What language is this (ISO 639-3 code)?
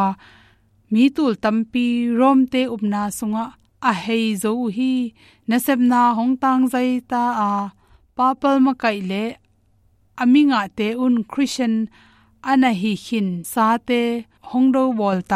ctd